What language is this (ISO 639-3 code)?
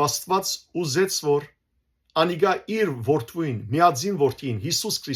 hyw